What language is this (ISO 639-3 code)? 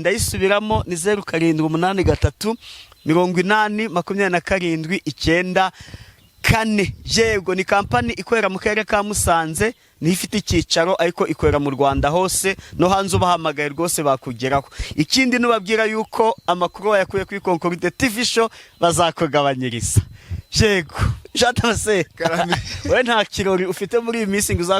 kin